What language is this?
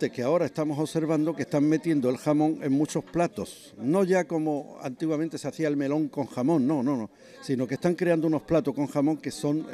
Spanish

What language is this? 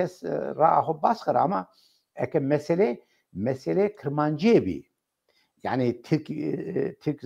Zaza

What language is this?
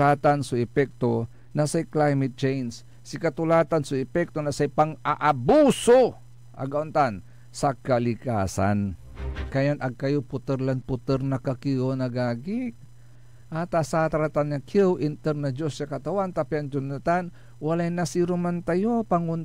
Pangasinan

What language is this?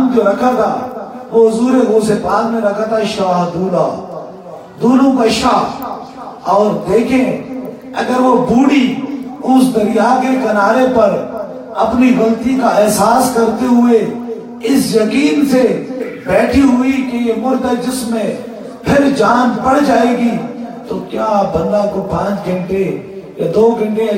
Urdu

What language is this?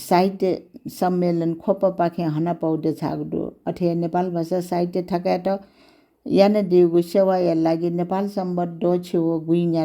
Newari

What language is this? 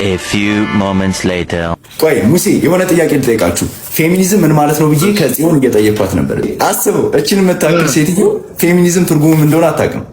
Amharic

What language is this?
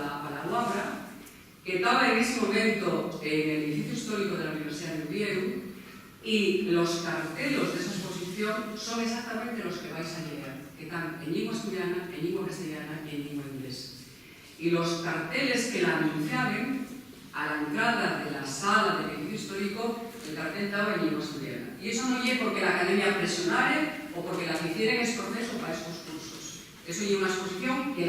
Asturian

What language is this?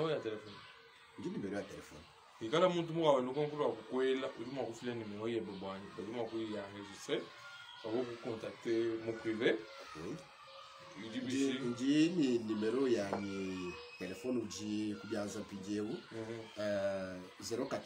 Luba-Lulua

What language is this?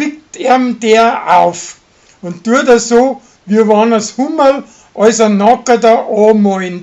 Bavarian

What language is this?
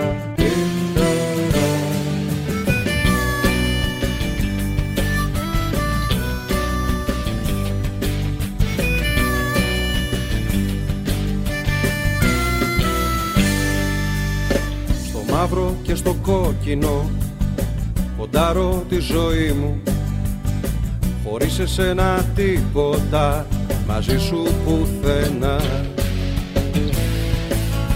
Greek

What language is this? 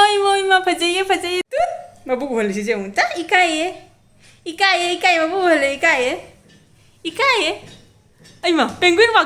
Manipuri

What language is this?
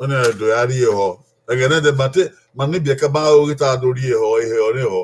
Bini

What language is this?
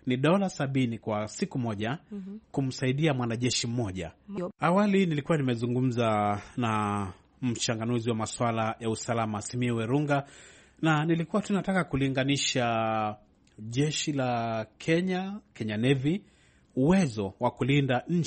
Swahili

